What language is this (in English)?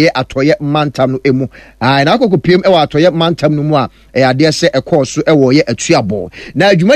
Akan